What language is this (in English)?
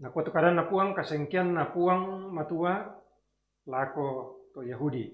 Toraja-Sa'dan